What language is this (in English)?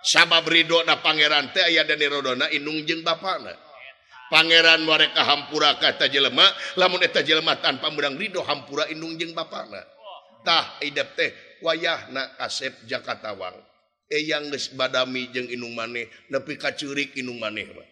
Sundanese